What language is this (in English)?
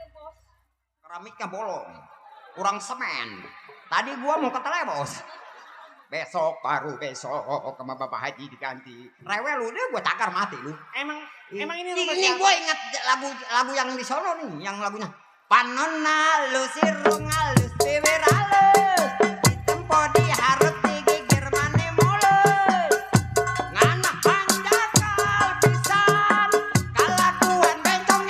Betawi